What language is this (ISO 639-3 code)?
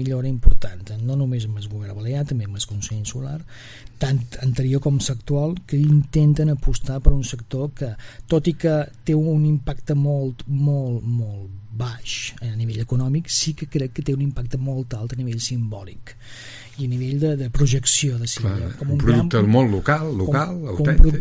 cat